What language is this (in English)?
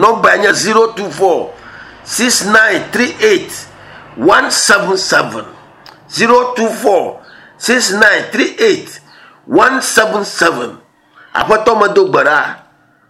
Ewe